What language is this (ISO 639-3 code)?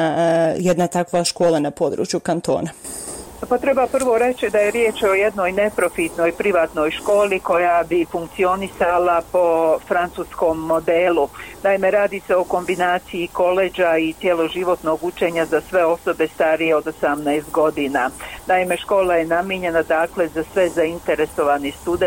bos